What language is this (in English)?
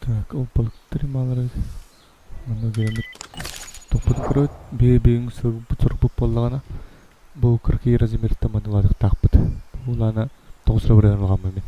Yakut